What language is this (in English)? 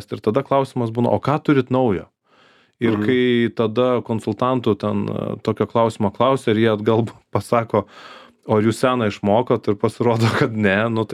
Lithuanian